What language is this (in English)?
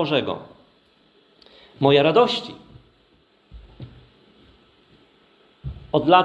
Polish